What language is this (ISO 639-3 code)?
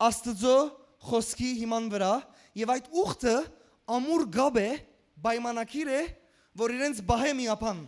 hyw